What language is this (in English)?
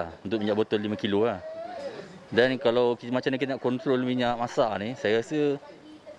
Malay